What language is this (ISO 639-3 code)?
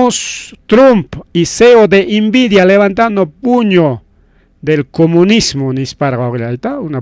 quy